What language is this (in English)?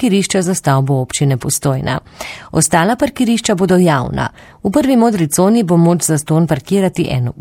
Slovenian